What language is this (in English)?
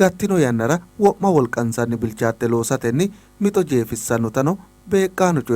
Sidamo